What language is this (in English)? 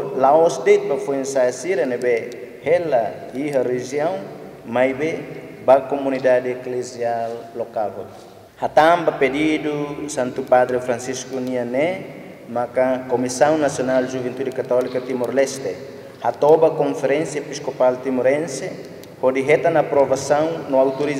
Tetum